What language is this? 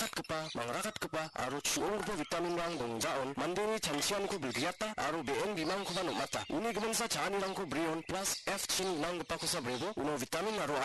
Garo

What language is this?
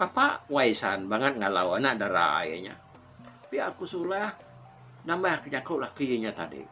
Iban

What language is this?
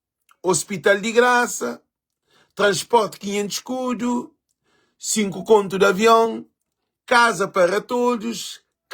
Kabuverdianu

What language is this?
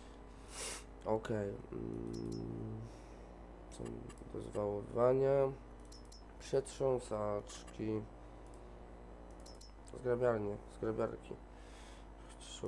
Polish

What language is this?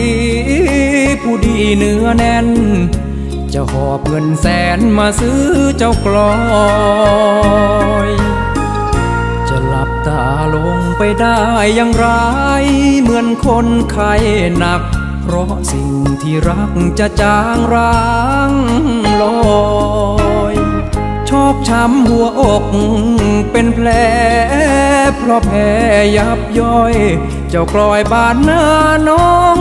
Thai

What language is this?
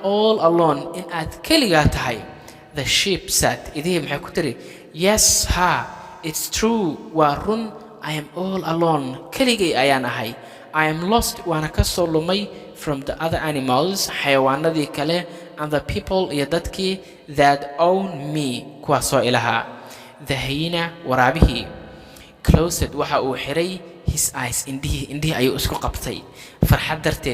Somali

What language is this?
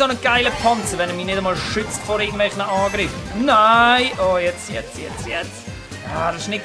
Swiss German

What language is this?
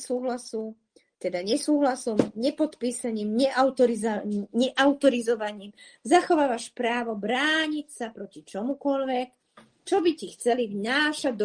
Slovak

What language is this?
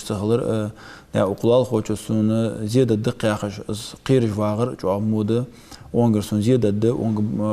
Ingush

